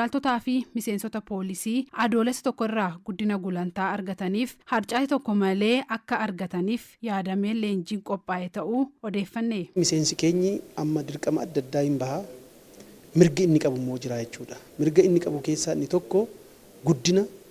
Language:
Oromo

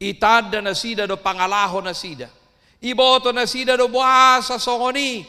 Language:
Batak Toba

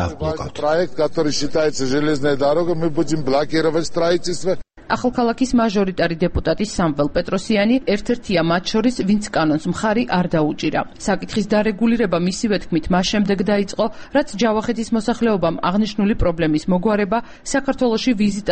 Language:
Georgian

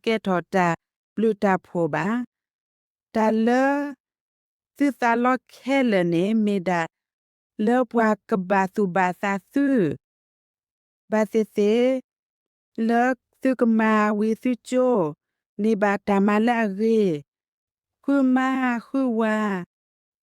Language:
S'gaw Karen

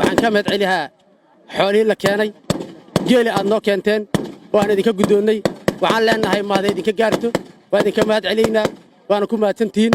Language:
Somali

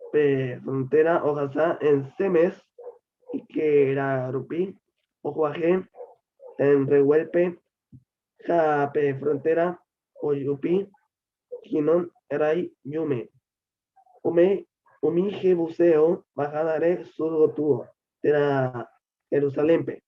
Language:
Guarani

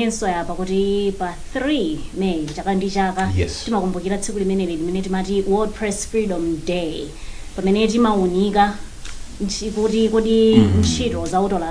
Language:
Nyanja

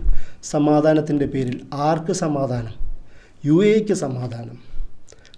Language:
Malayalam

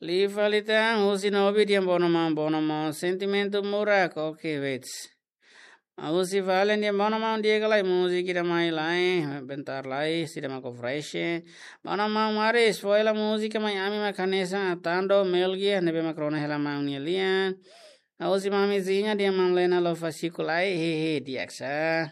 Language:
Tetum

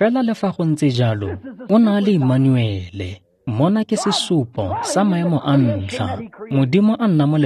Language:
Tswana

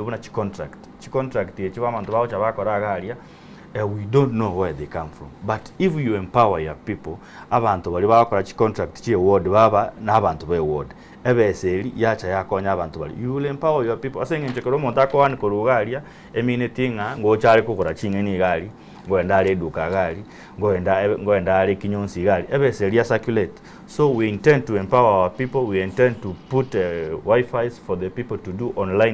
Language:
Gusii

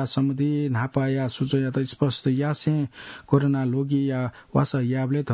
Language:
Newari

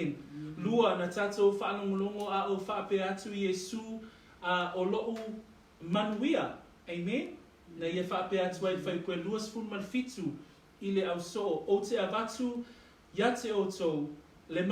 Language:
Samoan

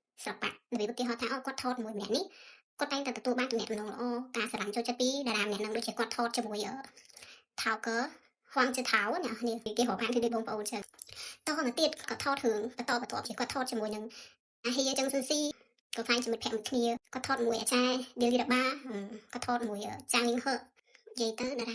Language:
Khmer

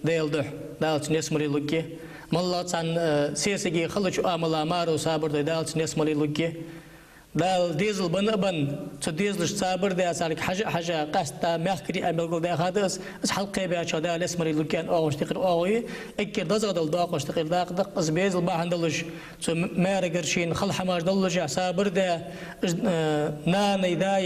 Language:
Ingush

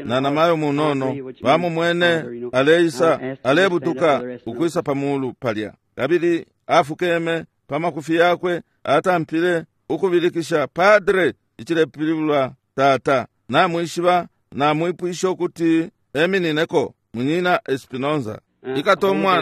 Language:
Bemba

